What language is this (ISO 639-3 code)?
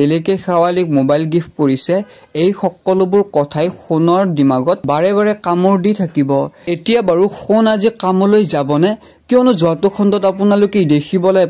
asm